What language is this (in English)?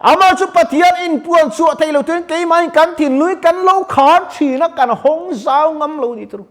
Mizo